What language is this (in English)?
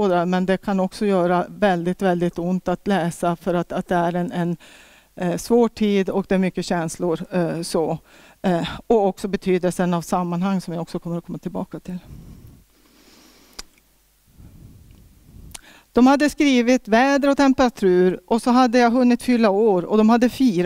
Swedish